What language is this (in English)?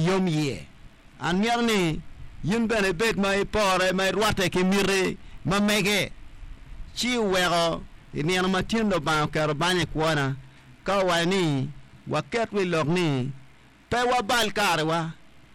Acoli